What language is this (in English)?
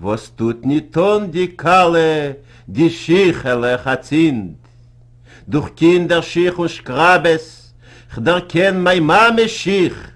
Yiddish